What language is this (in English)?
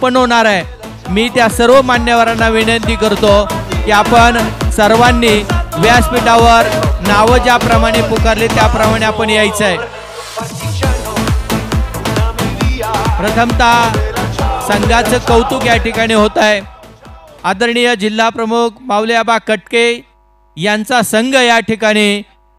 Marathi